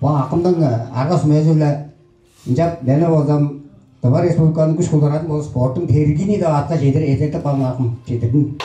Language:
Tuvinian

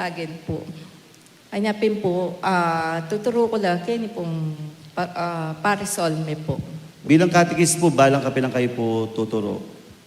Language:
Pampanga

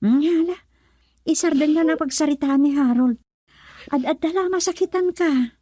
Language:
Iloko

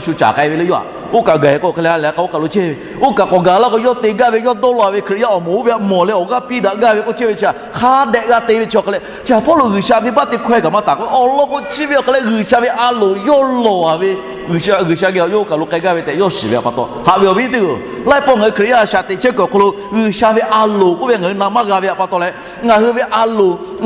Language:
Lahu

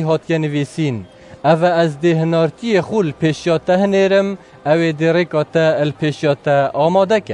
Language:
Kurdish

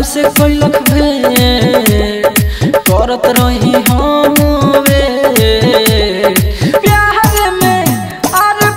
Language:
Bhojpuri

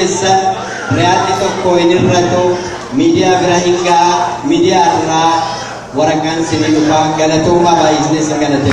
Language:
Oromo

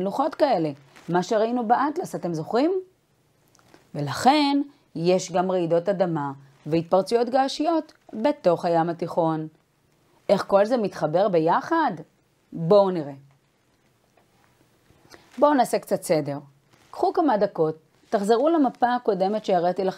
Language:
Hebrew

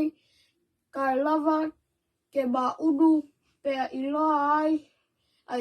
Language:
Tongan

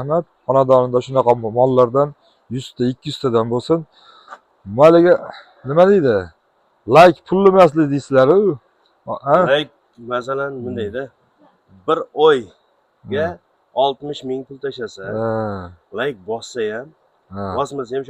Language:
Uzbek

